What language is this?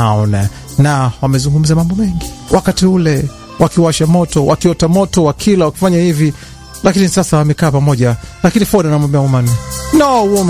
Swahili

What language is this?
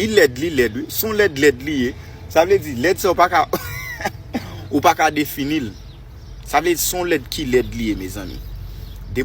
Haitian Creole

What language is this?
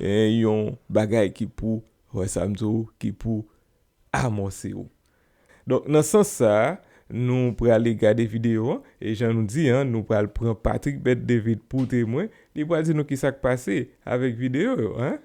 Haitian Creole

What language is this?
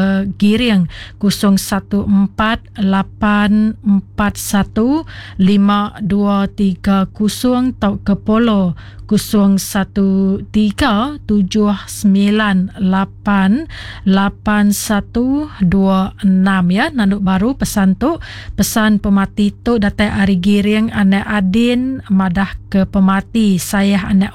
Iban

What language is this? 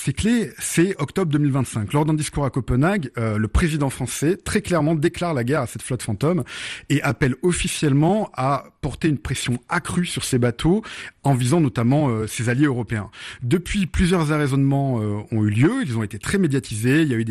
French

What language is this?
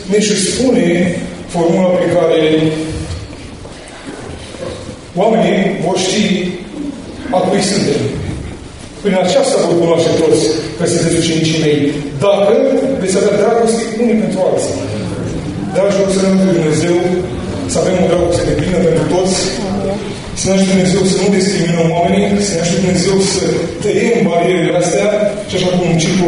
Romanian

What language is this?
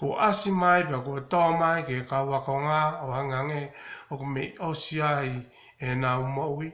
Tongan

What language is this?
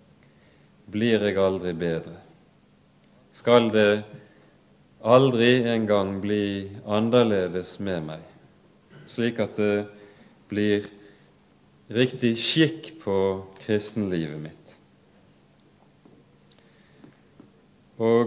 Norwegian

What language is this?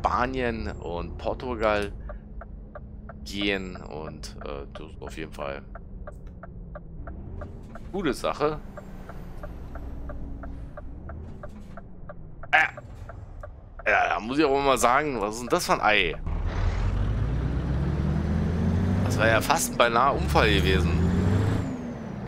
German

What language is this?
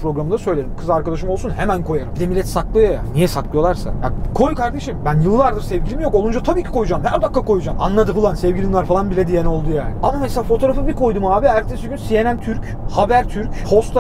Turkish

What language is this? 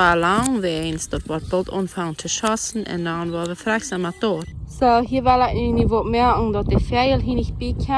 Plautdietsch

